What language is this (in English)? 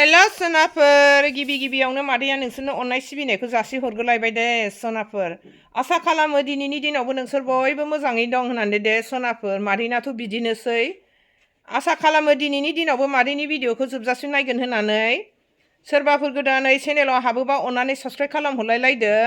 Bodo